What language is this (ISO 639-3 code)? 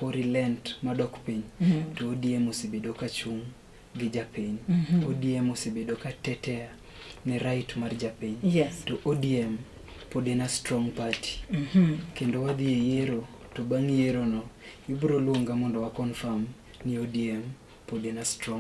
luo